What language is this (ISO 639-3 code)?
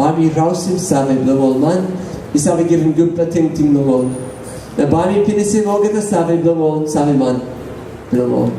tpi